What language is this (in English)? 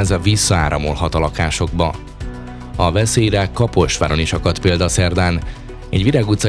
Hungarian